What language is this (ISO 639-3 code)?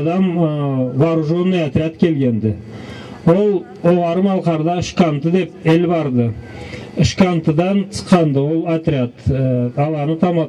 krc